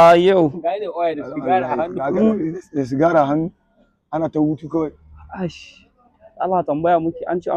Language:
Hausa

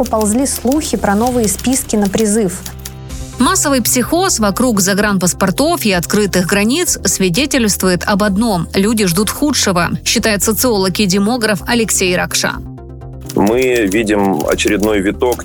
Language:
Russian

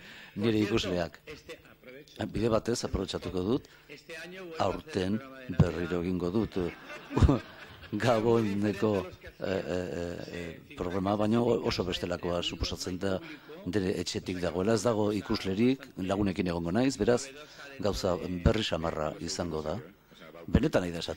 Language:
Basque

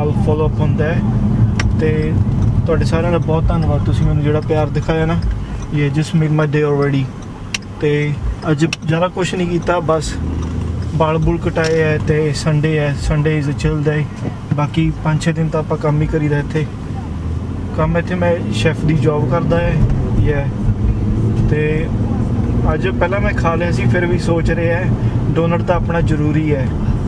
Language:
Punjabi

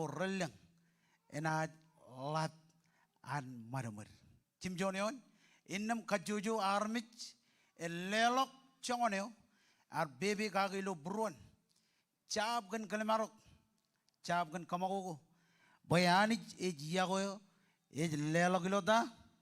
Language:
Marshallese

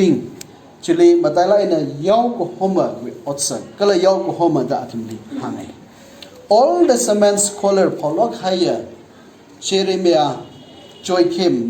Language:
Tangkhul Naga (India)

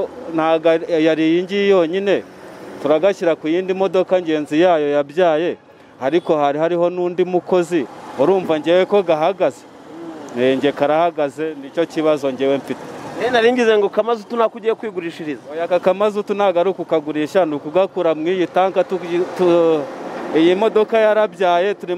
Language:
Kinyarwanda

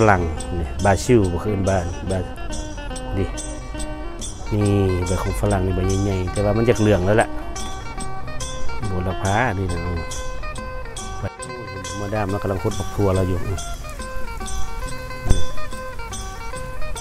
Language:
Thai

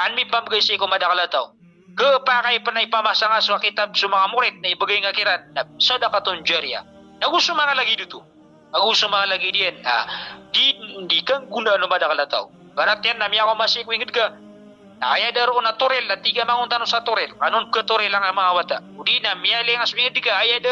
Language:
Maranao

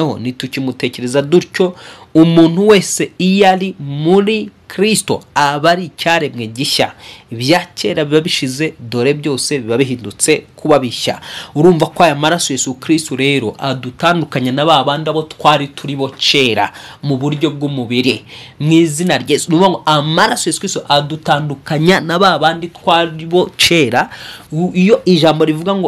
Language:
Kinyarwanda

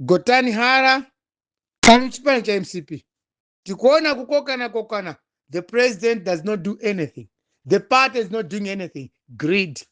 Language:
Nyanja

